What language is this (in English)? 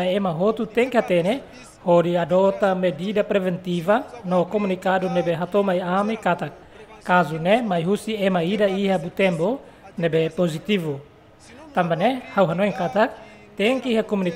Tetum